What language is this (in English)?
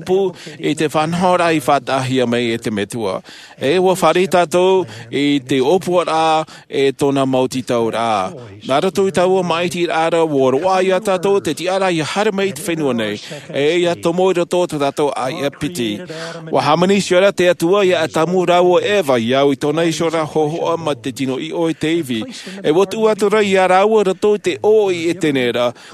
Tahitian